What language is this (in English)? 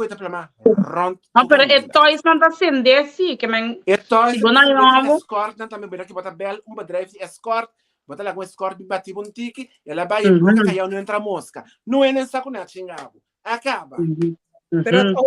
Papiamento